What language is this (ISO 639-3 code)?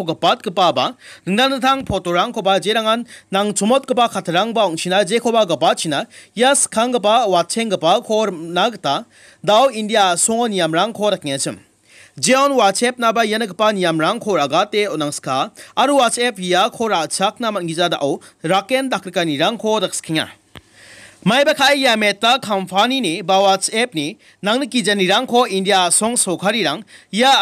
grt